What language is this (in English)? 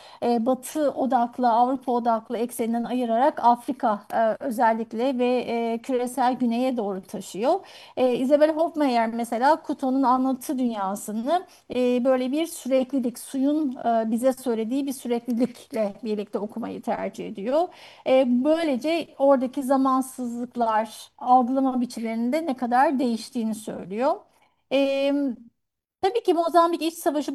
Turkish